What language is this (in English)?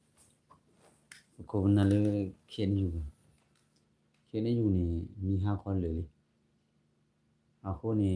S'gaw Karen